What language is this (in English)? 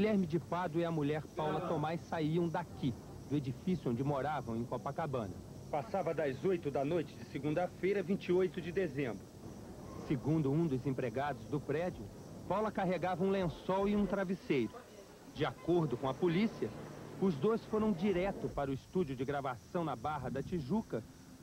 Portuguese